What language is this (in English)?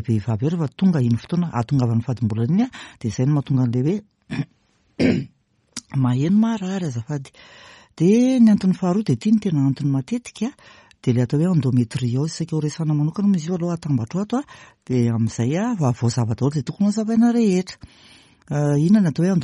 Malagasy